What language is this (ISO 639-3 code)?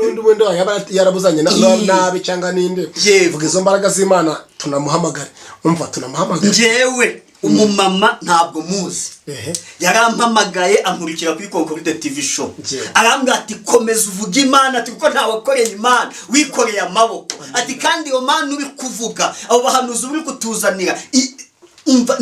kin